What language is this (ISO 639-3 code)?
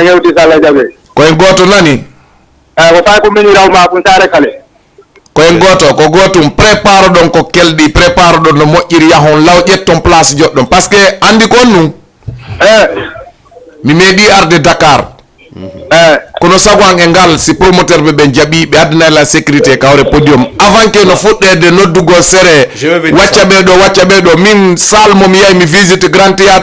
ful